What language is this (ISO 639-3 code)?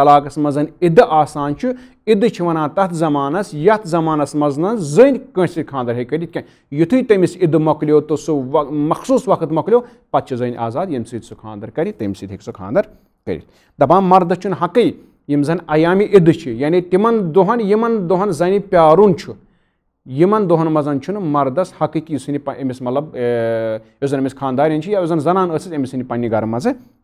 kas